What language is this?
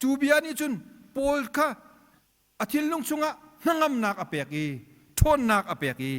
Hakha Chin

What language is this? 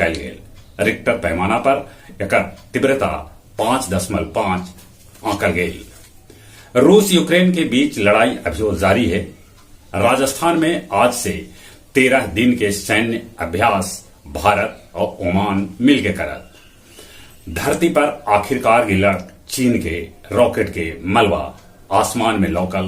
Magahi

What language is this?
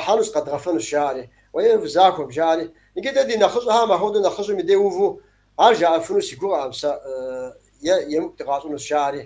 Kabardian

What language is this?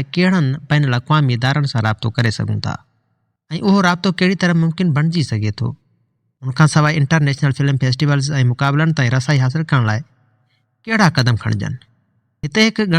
Sindhi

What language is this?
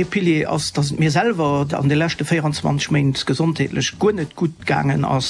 Luxembourgish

